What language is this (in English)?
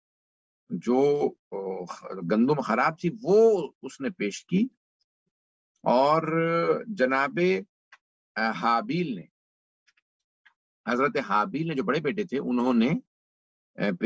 Urdu